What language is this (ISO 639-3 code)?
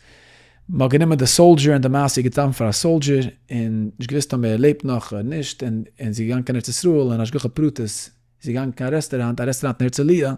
yid